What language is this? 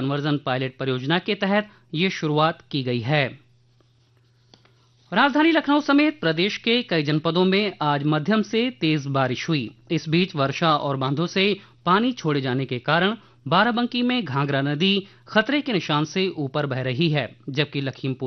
Hindi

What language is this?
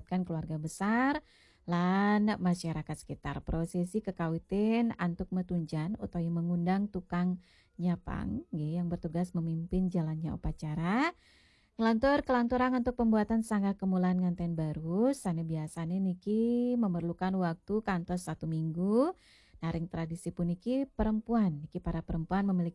Balinese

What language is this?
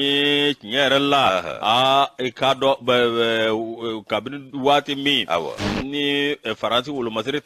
Bambara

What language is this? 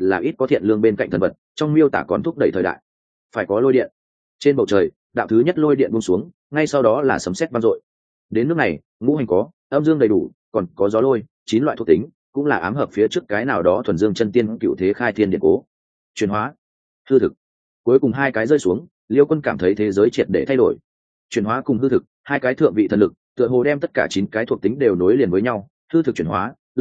Vietnamese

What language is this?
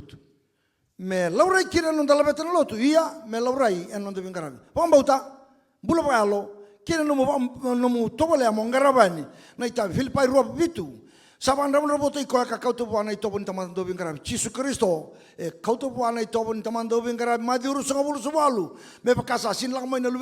Fijian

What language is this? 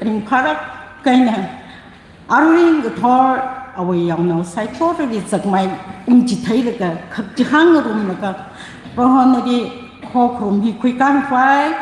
Tangkhul Naga (India)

